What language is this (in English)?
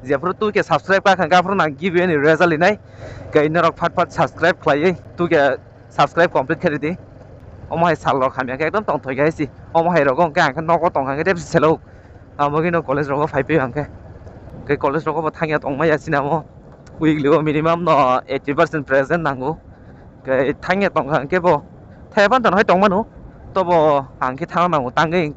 Kok Borok